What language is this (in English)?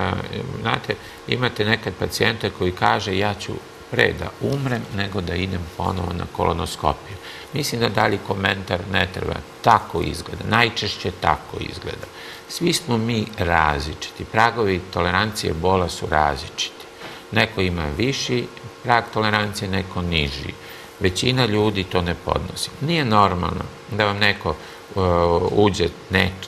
Serbian